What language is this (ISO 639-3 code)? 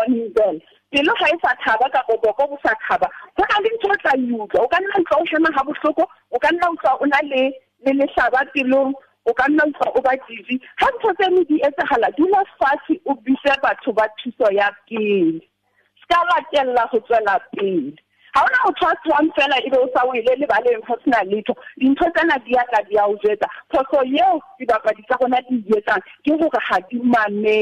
sot